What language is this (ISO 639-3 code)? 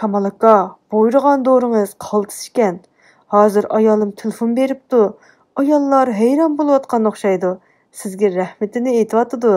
uig